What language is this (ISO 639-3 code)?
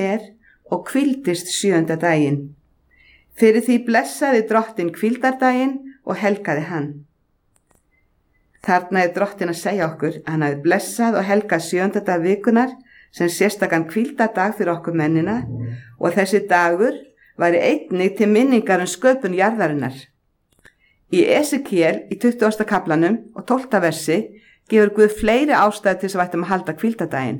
isl